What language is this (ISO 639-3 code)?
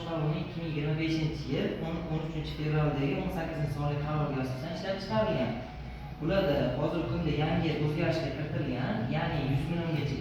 uzb